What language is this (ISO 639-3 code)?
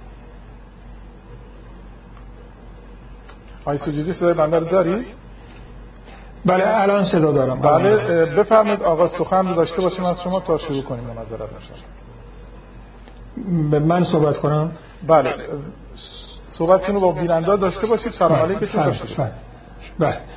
fas